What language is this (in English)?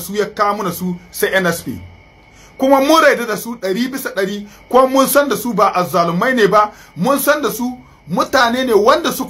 Hausa